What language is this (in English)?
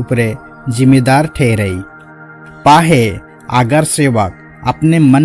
Sadri